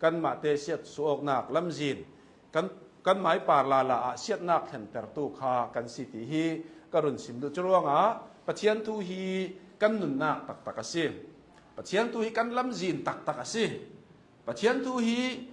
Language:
Hakha Chin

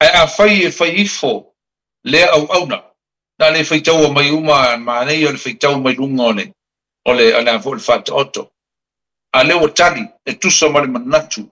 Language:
Samoan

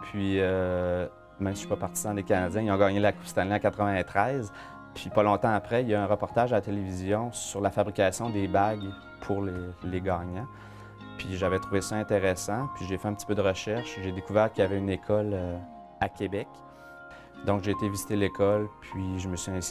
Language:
French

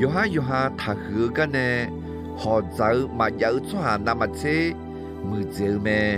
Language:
Akha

